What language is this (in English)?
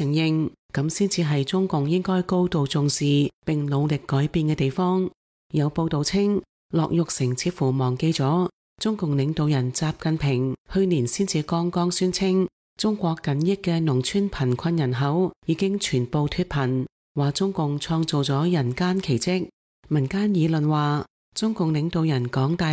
Cantonese